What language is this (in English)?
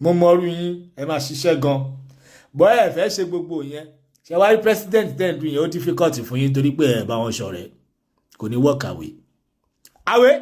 Yoruba